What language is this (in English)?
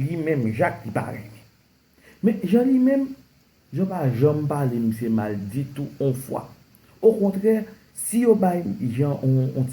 Haitian Creole